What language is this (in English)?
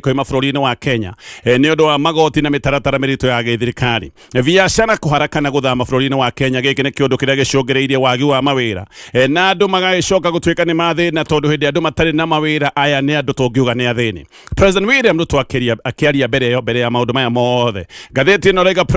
Kikuyu